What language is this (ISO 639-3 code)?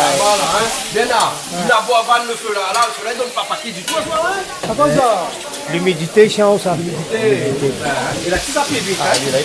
rcf